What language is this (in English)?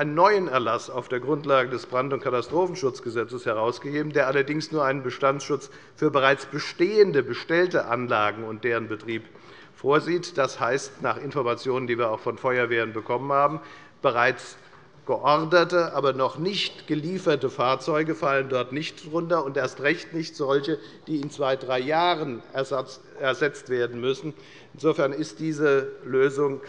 German